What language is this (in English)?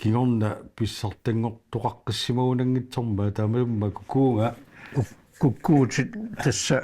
Kalaallisut